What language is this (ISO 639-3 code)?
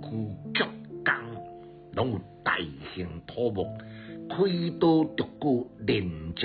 nan